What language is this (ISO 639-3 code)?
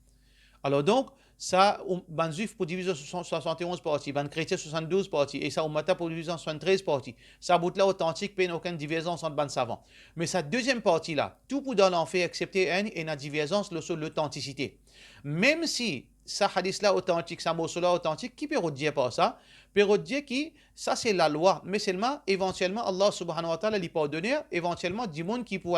mfe